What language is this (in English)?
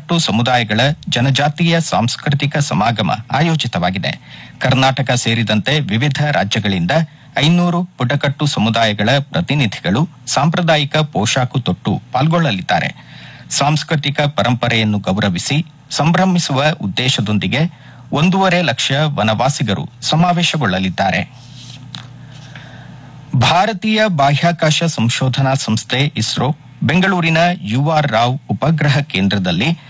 Kannada